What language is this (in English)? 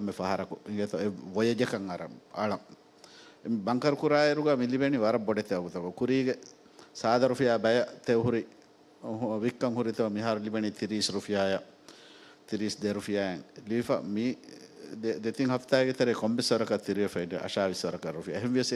Divehi